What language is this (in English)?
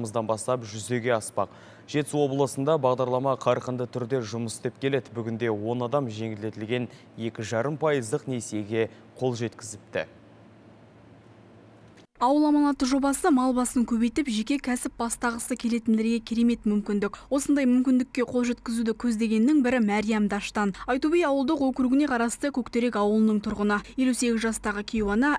Kazakh